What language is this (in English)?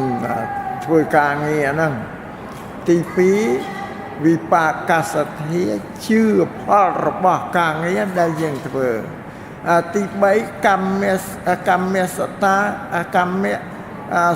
Khmer